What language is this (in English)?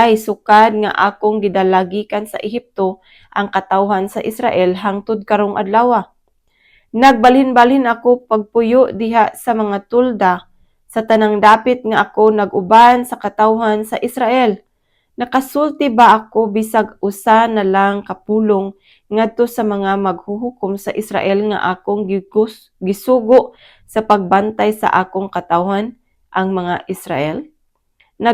Cebuano